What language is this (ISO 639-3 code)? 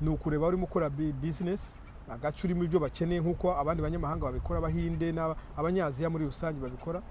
kin